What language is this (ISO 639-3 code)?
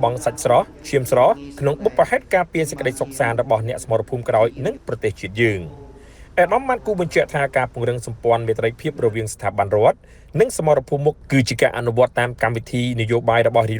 khm